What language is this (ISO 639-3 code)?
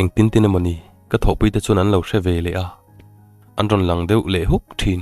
lus